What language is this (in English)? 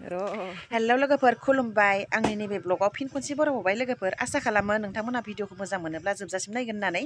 Bodo